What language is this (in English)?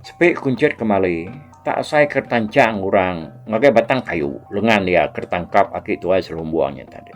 Iban